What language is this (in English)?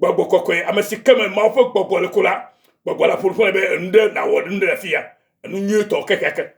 Ewe